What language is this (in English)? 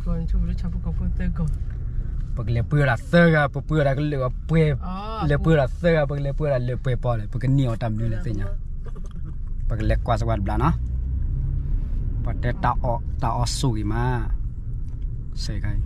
S'gaw Karen